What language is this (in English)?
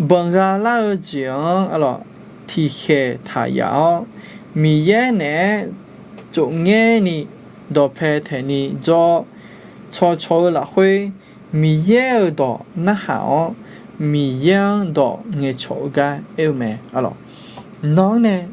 Akha